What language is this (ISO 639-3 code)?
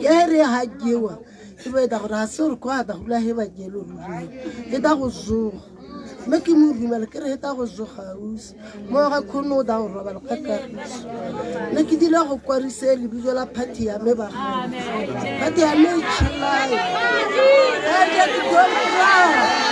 tsn